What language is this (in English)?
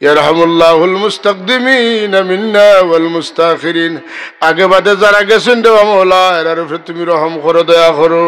Sylheti